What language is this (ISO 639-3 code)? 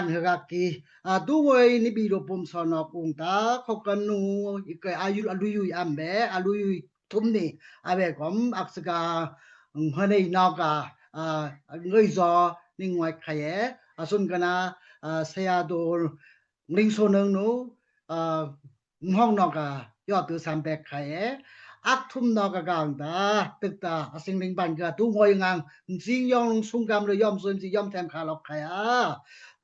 dao